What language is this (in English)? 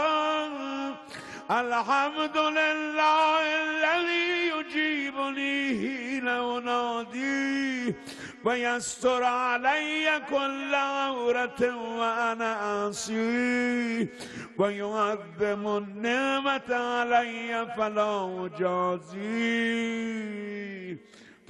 Persian